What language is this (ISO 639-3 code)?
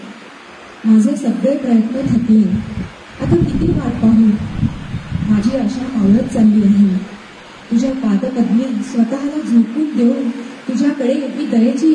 mar